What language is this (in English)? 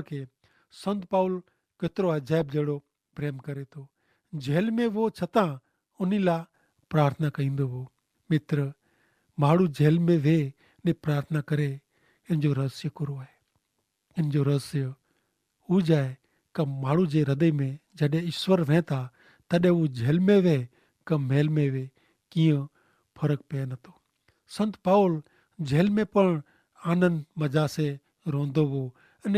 Kachhi